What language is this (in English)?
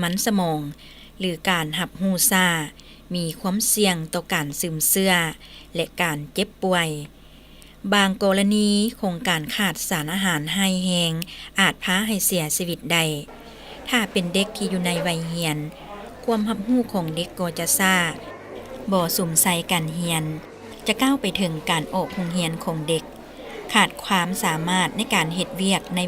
Lao